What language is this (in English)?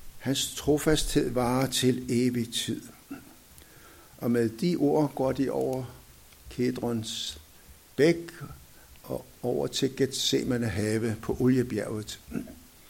Danish